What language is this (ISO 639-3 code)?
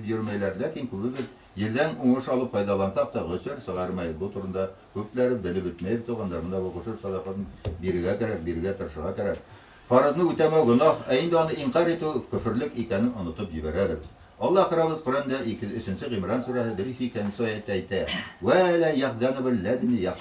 bak